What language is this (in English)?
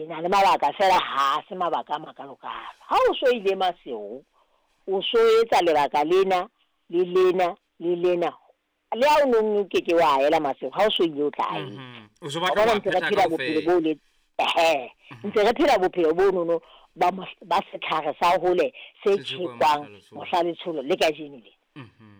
Southern Sotho